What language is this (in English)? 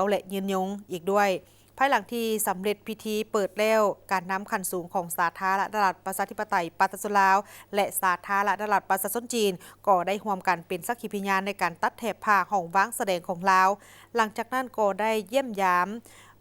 Lao